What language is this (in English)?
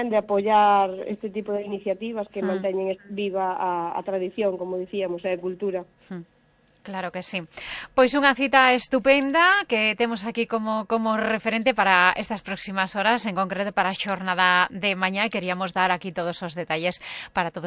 Galician